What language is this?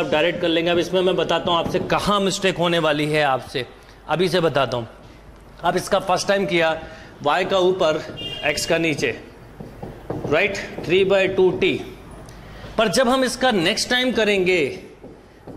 Hindi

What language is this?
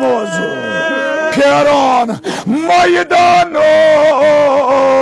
Kashmiri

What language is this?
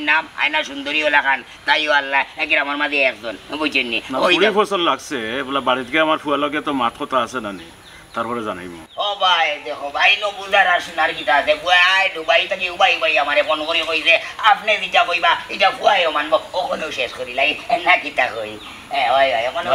Sylheti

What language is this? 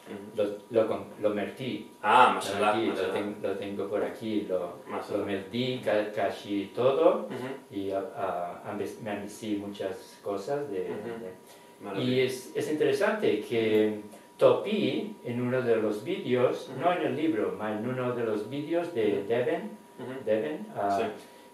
Ladino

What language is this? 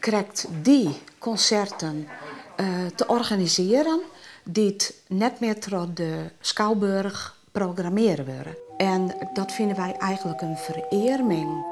Western Frisian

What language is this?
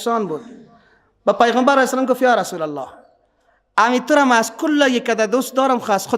Persian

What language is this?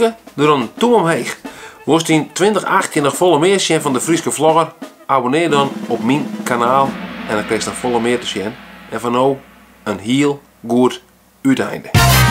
Western Frisian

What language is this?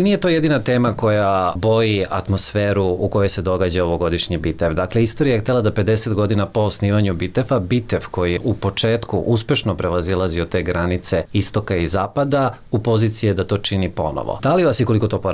Serbian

